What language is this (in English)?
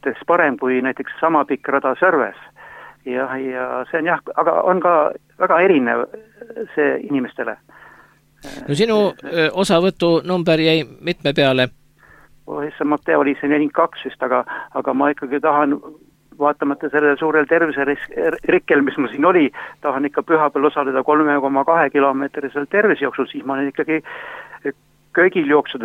Estonian